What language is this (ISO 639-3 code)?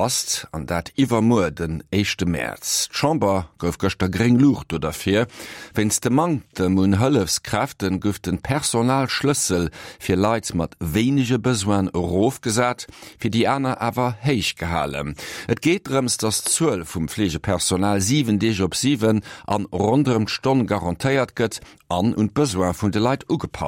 ltz